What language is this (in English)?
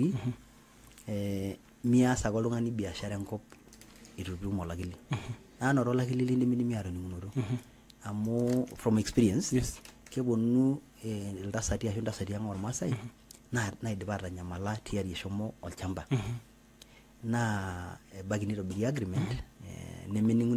Masai